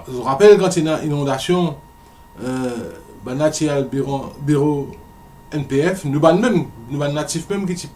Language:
Morisyen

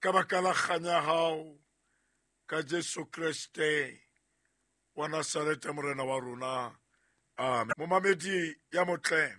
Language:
Southern Sotho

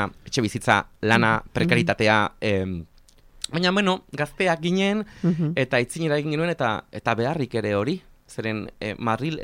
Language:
Basque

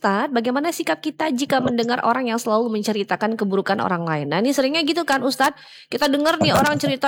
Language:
Indonesian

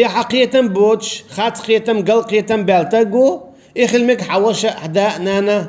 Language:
Chechen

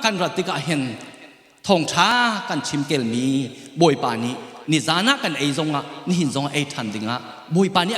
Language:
Hakha Chin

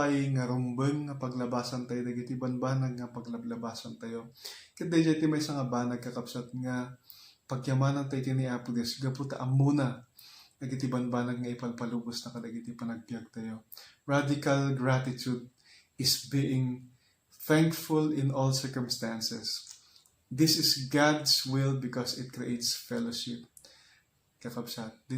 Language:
Iloko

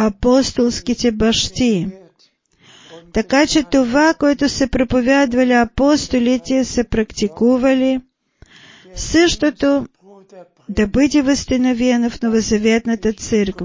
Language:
Bulgarian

